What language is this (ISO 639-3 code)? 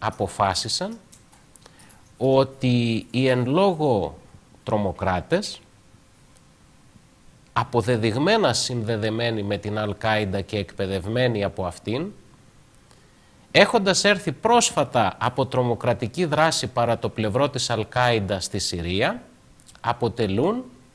ell